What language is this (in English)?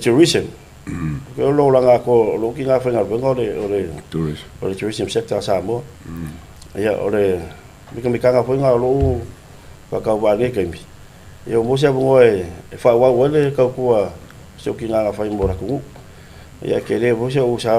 Samoan